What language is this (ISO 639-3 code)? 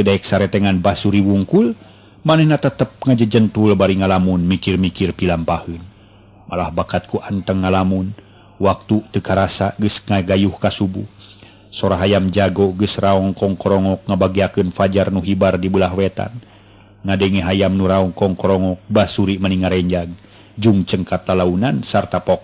sun